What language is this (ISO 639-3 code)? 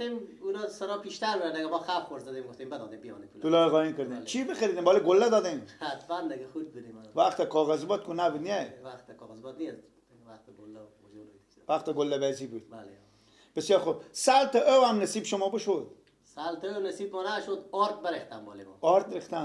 fas